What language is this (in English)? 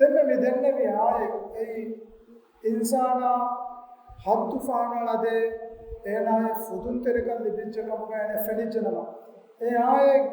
Divehi